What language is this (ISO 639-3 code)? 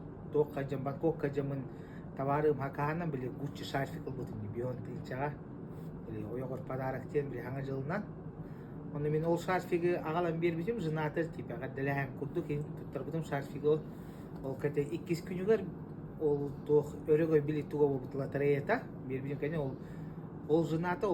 sah